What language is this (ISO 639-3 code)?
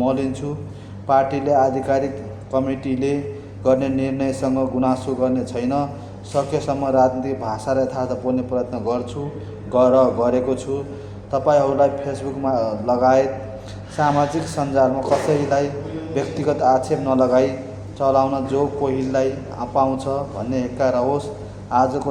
nep